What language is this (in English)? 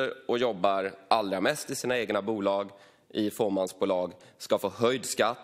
Swedish